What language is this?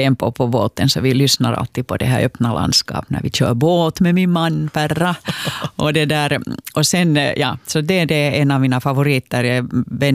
Swedish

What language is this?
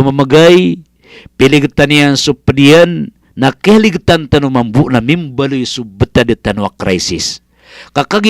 Maranao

